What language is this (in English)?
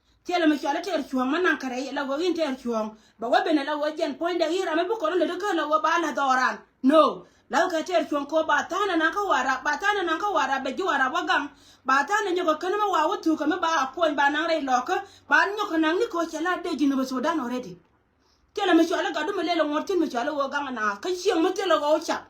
Nuer